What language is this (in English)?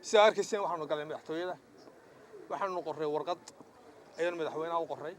Somali